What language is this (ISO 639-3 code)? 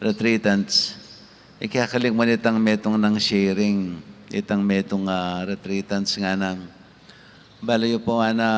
pam